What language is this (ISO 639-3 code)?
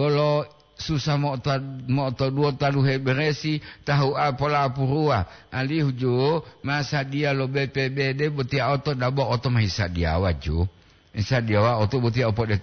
gor